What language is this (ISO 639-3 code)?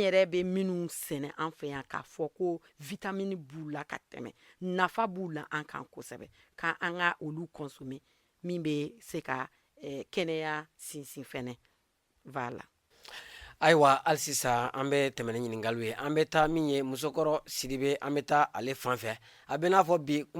bam